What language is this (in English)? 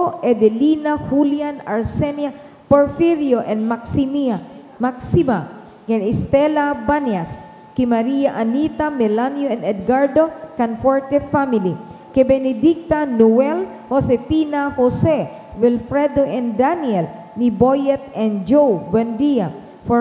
Bikol